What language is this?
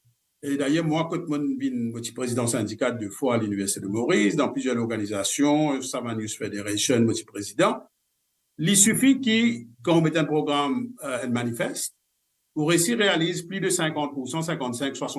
Morisyen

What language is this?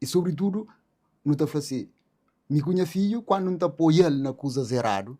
Kabuverdianu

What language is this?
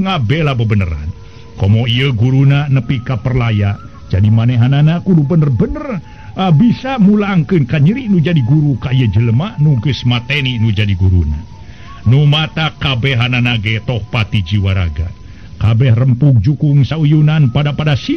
Sundanese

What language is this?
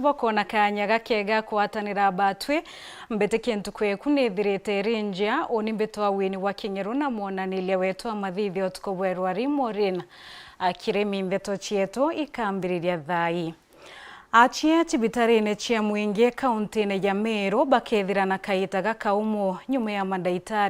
Meru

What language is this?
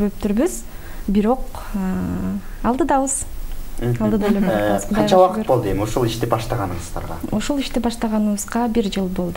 Kyrgyz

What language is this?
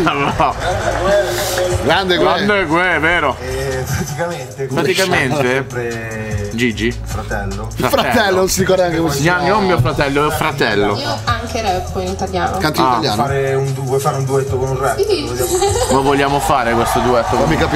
Italian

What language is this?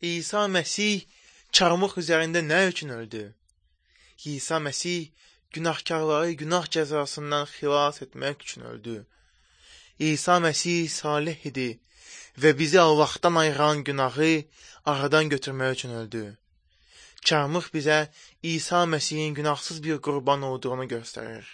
Azerbaijani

